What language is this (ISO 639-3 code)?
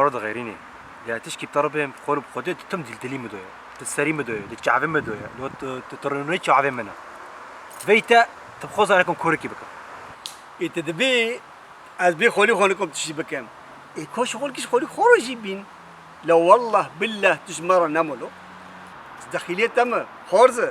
kur